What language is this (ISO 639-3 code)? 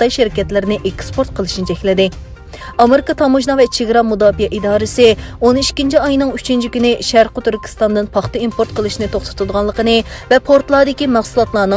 uig